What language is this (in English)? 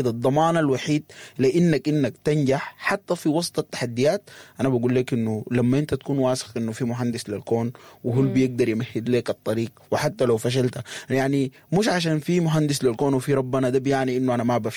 Sudanese Arabic